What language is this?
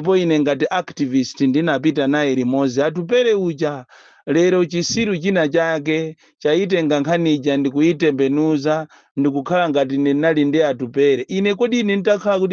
Nyanja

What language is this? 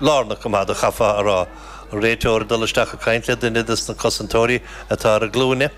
Irish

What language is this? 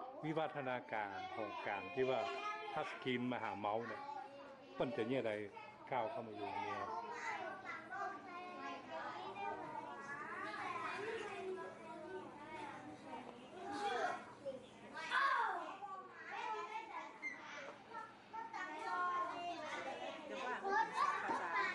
Thai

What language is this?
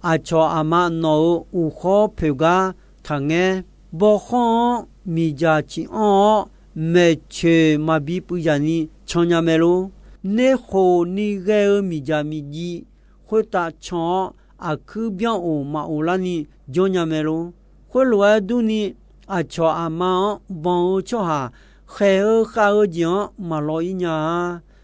Akha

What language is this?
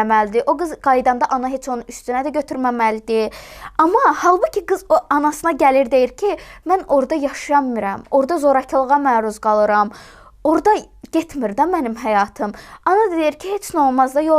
Azerbaijani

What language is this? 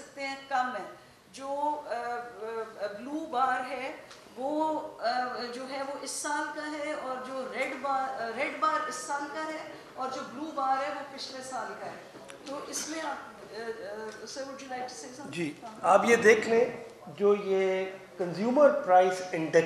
Urdu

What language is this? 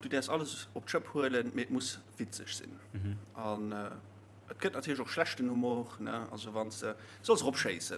Luxembourgish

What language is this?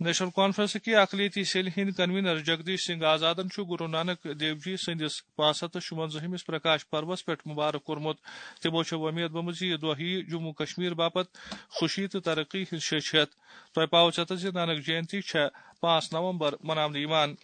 Kashmiri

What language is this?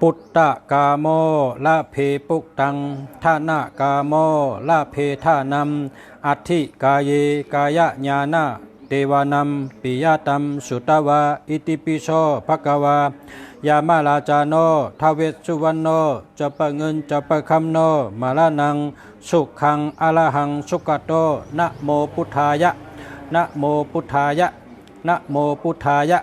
Shan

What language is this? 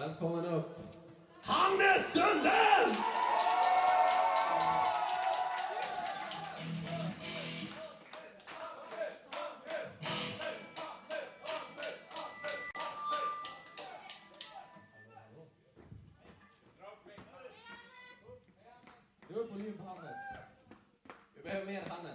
Swedish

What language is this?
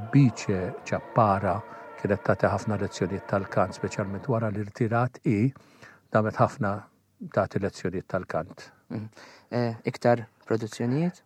Maltese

